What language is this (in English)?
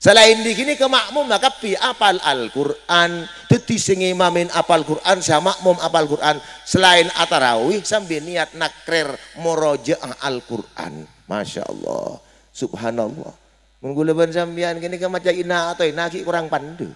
Madurese